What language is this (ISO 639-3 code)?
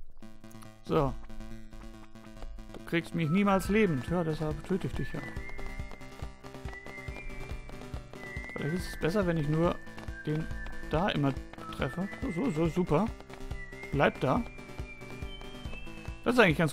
deu